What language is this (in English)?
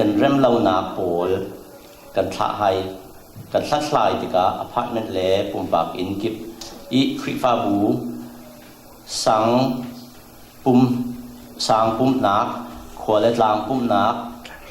Falam Chin